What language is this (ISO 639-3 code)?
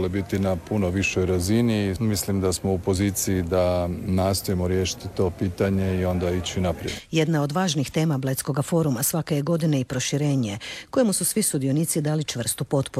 hrv